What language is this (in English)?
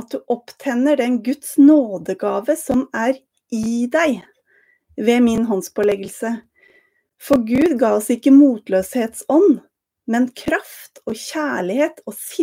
Norwegian